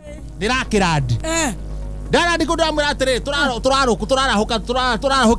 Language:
Kikuyu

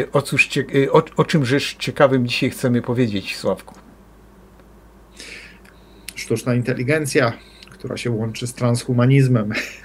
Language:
Polish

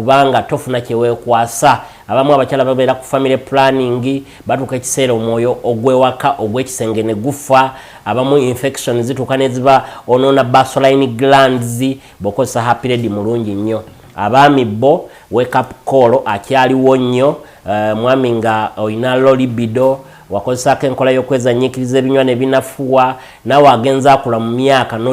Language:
Ganda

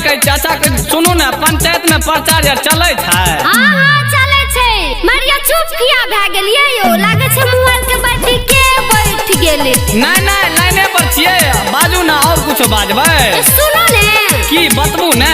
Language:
Maithili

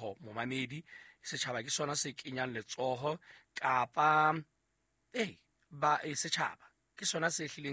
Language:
Southern Sotho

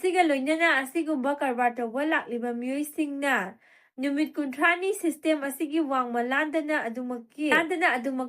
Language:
Manipuri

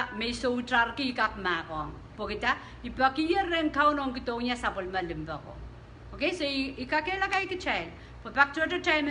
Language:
Pohnpeian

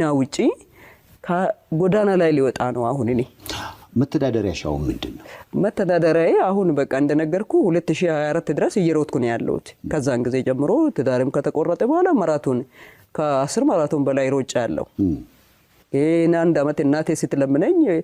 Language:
Amharic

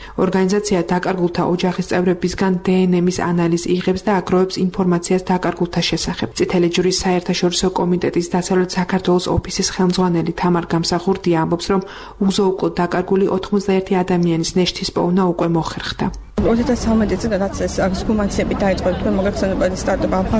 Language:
Georgian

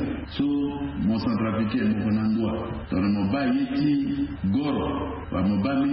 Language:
Sango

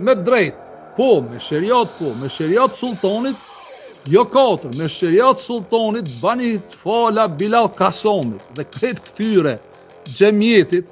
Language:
Albanian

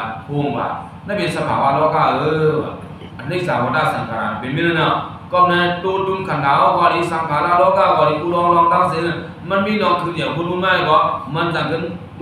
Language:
Shan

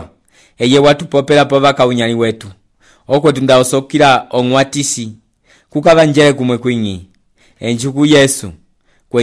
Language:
Umbundu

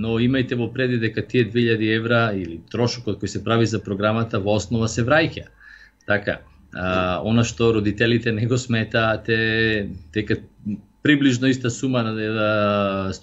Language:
Macedonian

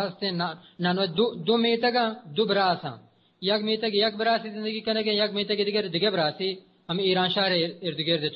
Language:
Eastern Balochi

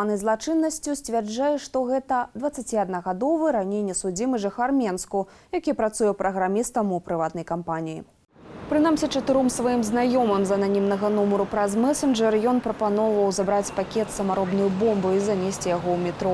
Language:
Belarusian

